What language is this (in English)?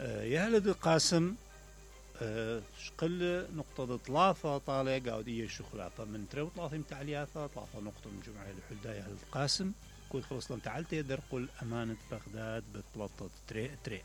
Mesopotamian Arabic